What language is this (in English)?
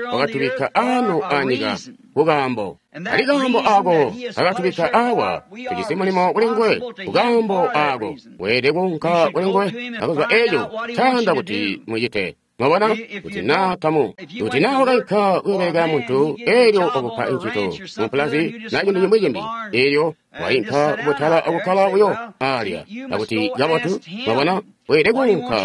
Tonga (Zambia)